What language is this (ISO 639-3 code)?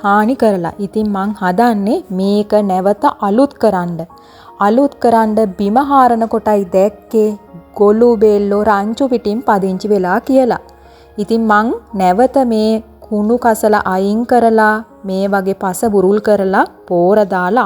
sin